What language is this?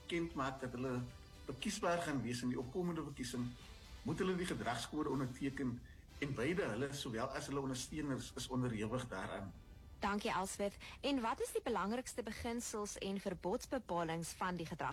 Afrikaans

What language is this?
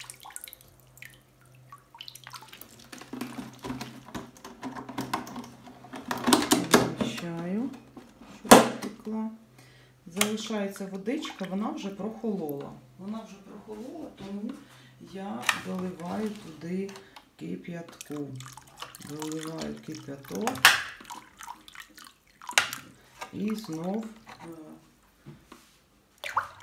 Ukrainian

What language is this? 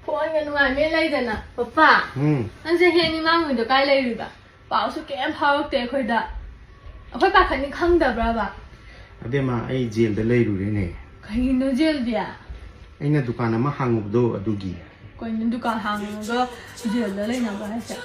Manipuri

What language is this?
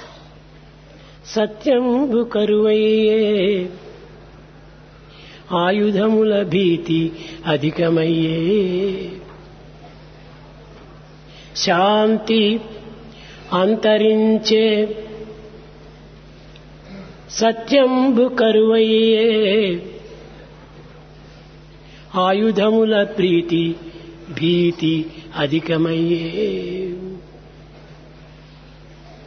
Telugu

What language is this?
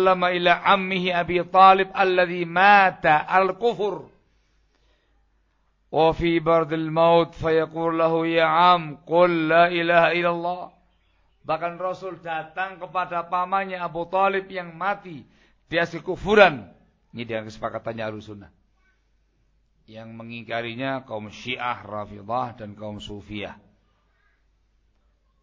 Indonesian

